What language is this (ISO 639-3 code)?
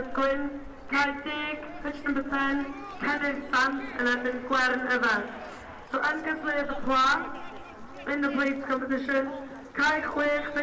cym